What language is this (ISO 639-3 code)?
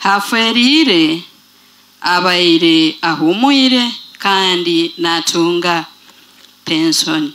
nyo